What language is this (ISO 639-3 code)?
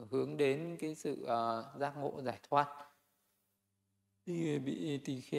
vie